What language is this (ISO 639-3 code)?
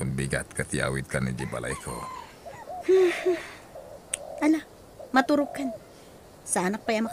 ilo